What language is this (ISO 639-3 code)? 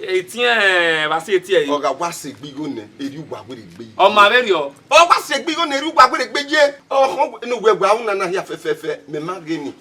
bin